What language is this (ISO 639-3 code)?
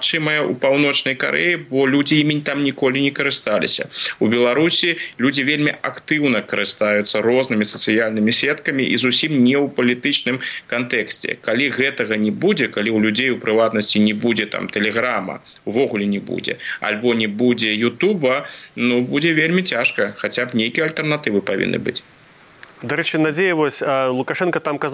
bel